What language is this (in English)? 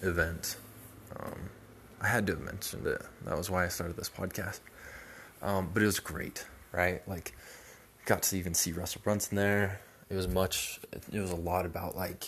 English